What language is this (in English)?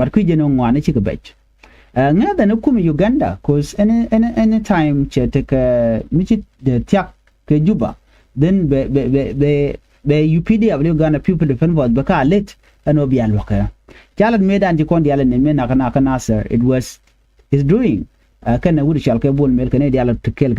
Nuer